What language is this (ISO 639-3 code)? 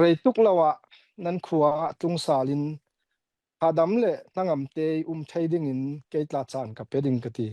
cfm